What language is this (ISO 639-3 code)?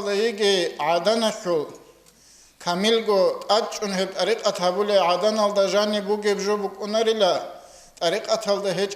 ava